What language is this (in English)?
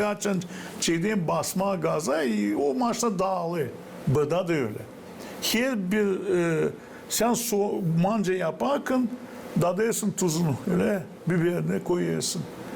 Gagauz